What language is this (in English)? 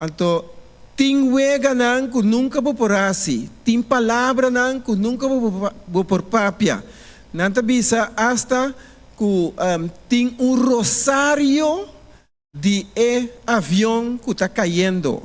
Papiamento